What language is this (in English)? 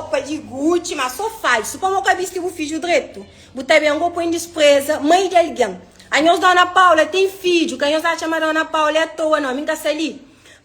Kabuverdianu